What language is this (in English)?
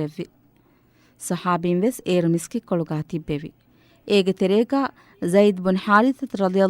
Divehi